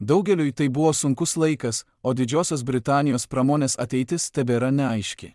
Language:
Lithuanian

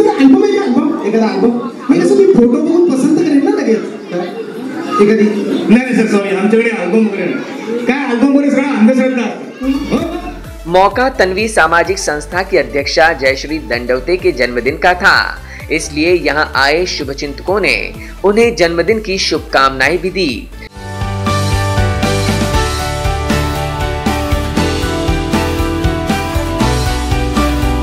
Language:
Marathi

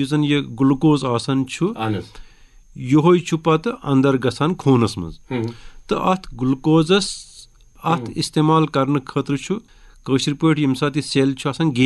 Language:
Kashmiri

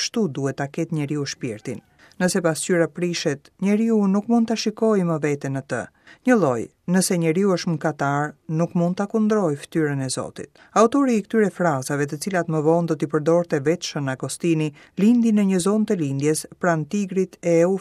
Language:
Albanian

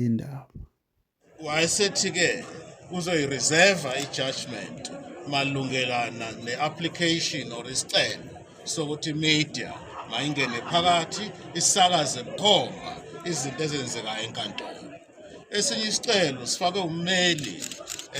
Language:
Zulu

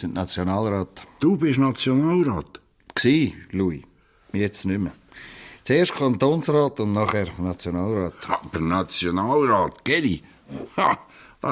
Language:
Swiss German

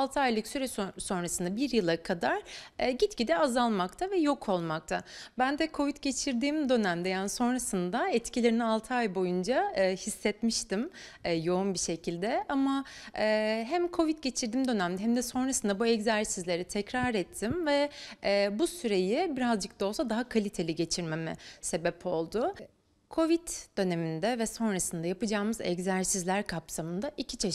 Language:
Turkish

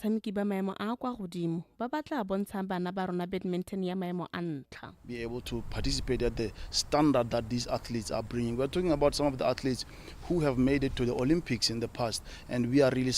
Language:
Tswana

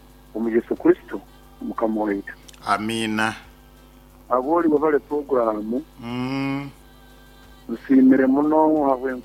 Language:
Nyankole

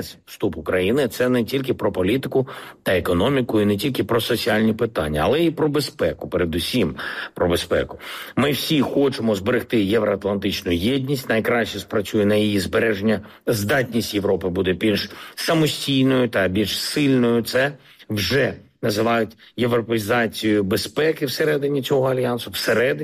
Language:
Ukrainian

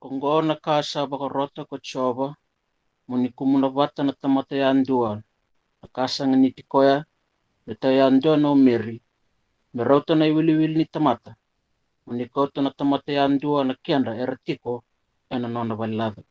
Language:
Fijian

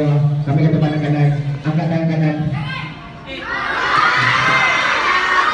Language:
Malay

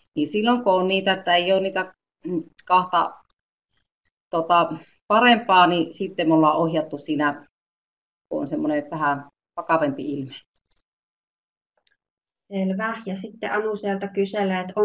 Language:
Finnish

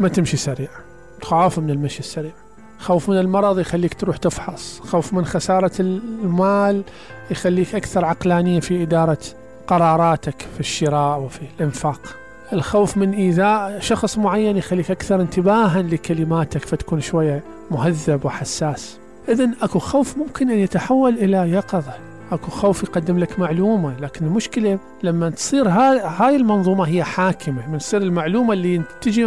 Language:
Mesopotamian Arabic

